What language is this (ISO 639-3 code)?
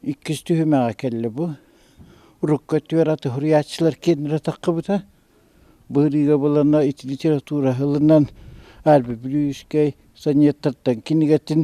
sah